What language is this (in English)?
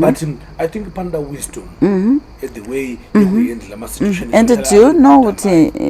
Shona